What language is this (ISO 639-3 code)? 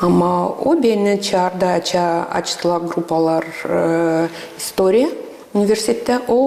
gag